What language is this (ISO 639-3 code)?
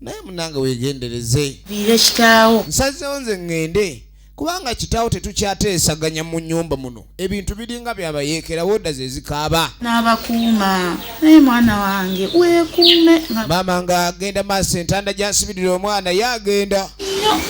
lug